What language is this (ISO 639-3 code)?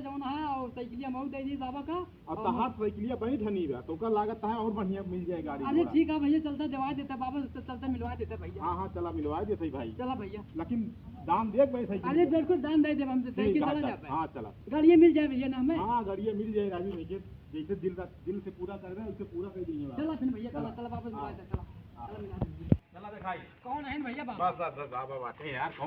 awa